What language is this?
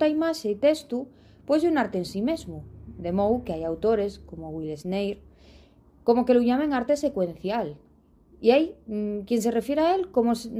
Asturian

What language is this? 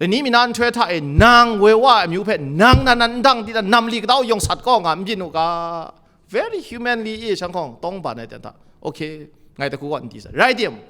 Kachin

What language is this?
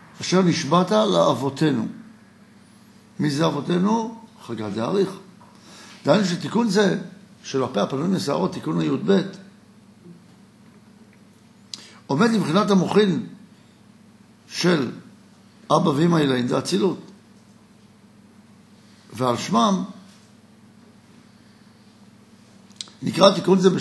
Hebrew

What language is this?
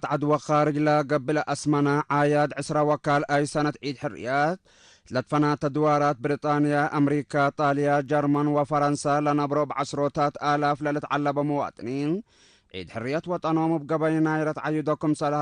Tigre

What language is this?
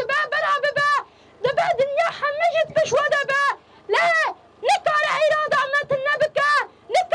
Kurdish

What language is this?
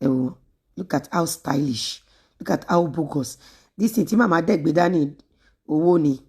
Yoruba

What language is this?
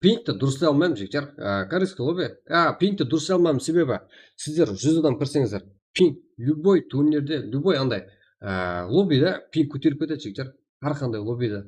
Kara-Kalpak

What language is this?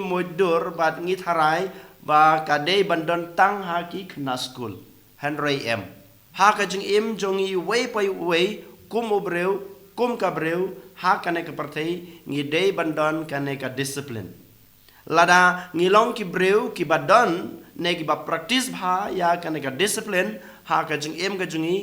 Khasi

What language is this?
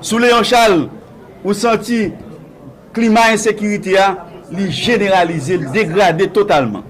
Haitian Creole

